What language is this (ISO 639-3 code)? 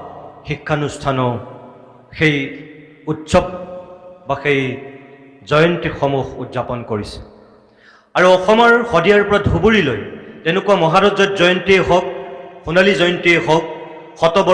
asm